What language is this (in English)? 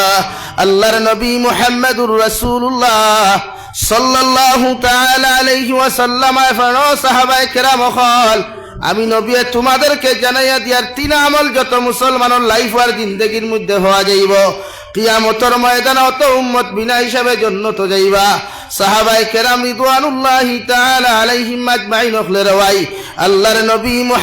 Sylheti